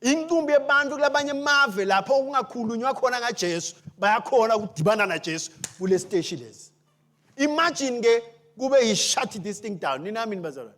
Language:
Swati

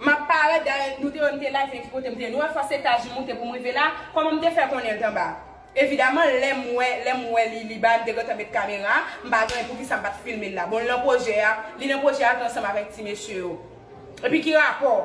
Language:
Haitian Creole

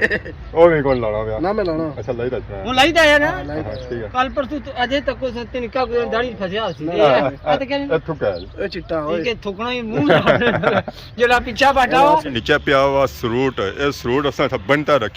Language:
Pahari-Potwari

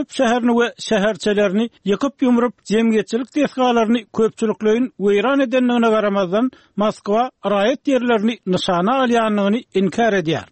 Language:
Turkmen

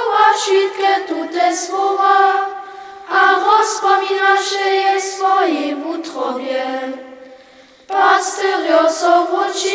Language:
Upper Sorbian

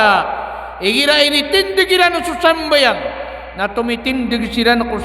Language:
Maranao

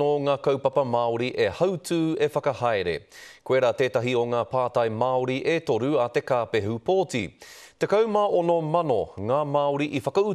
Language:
Māori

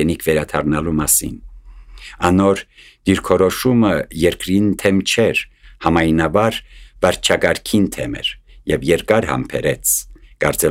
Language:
Armenian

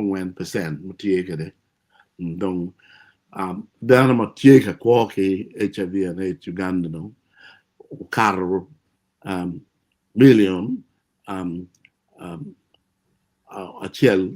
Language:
Acoli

